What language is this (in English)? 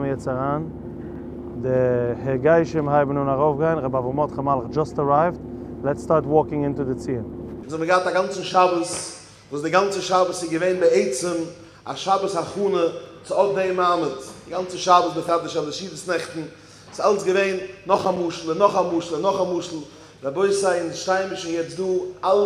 Yiddish